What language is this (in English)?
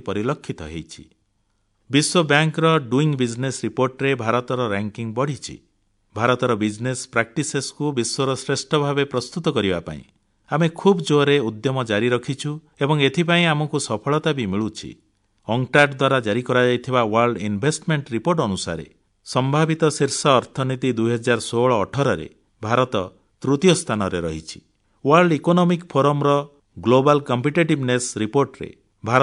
Odia